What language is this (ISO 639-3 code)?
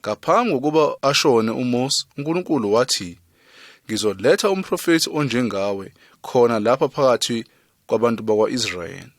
zul